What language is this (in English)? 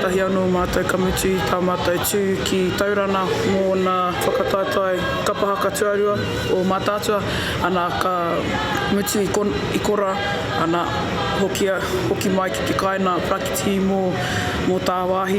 Māori